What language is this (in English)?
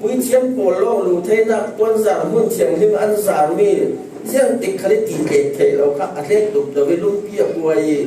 Falam Chin